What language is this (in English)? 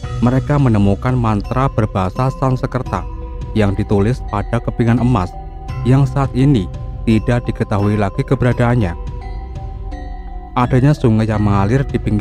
Indonesian